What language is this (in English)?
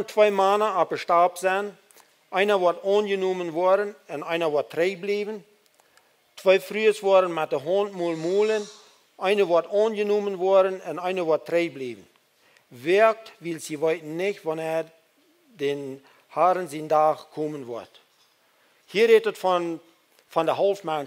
Plautdietsch